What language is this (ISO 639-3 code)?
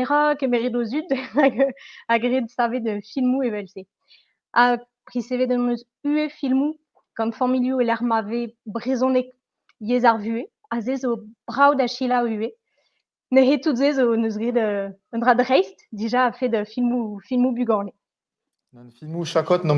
bre